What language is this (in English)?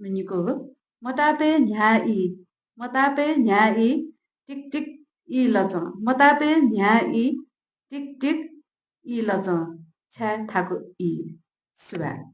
Newari